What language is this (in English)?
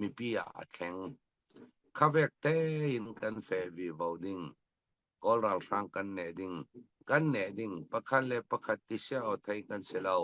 Falam Chin